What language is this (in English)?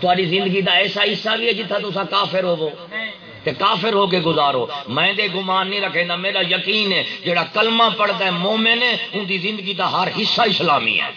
Saraiki